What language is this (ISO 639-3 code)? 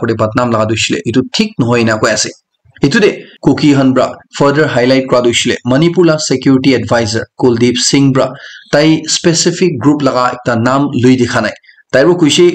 nag